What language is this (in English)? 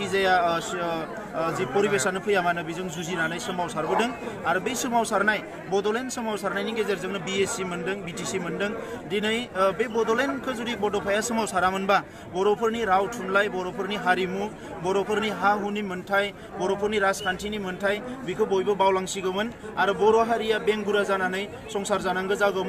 Bodo